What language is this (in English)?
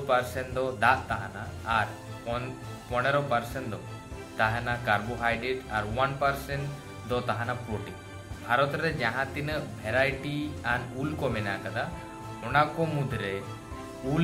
Santali